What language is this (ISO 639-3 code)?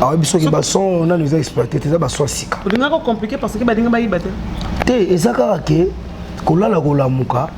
lin